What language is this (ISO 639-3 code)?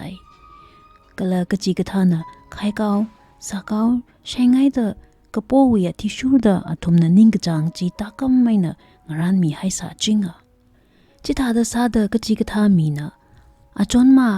nmf